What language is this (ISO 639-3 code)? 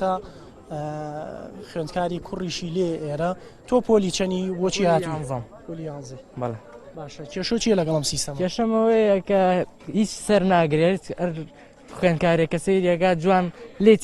ckb